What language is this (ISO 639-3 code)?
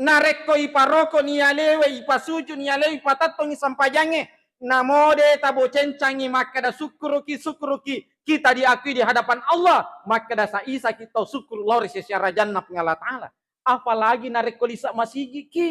bug